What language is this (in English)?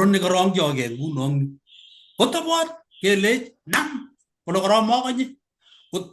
Kalenjin